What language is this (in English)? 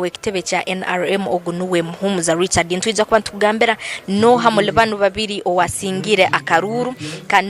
Nyankole